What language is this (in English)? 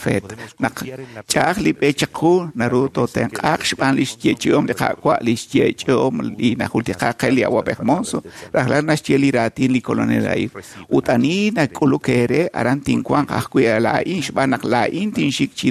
Kekchí